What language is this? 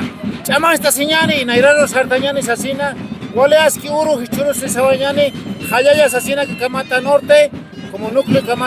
Aymara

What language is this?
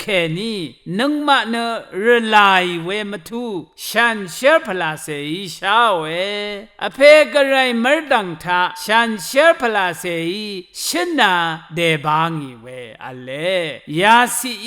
Rawang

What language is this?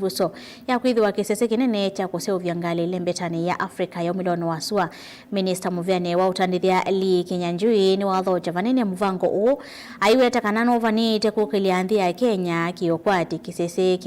Kamba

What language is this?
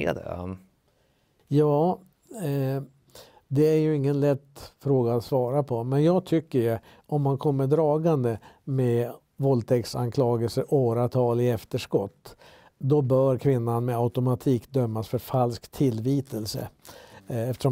Swedish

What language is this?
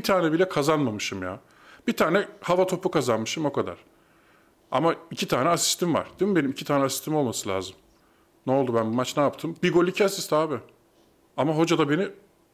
Turkish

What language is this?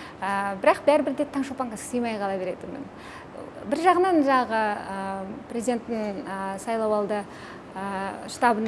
Kazakh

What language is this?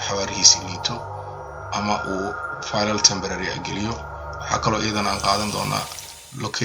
Somali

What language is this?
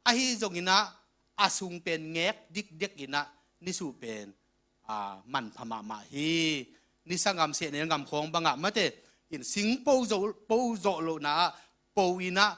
Tedim Chin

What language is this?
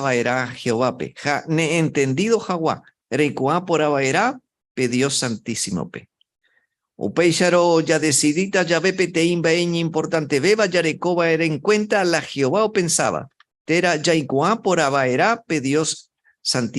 Guarani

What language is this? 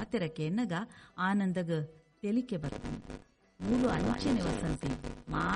Tulu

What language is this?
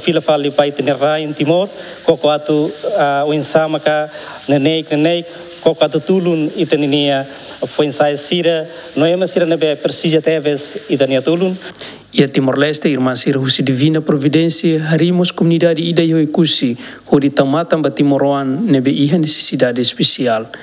Tetum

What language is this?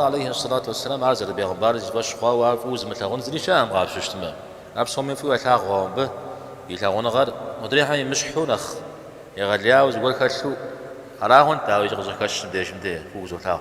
Kabardian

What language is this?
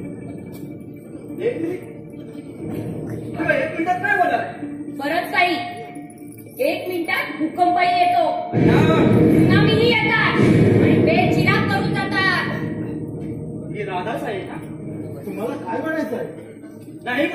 Marathi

